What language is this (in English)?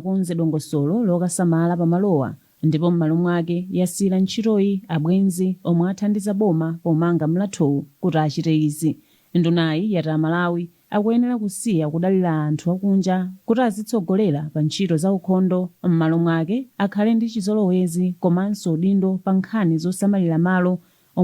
Nyanja